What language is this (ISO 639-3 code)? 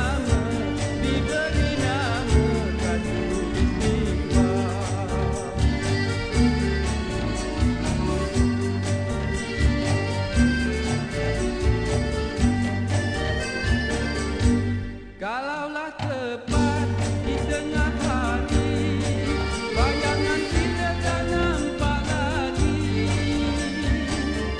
msa